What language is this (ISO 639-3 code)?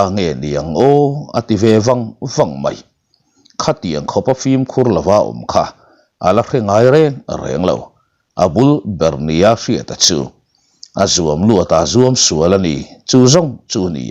lus